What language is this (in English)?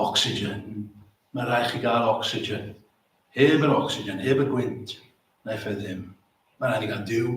Welsh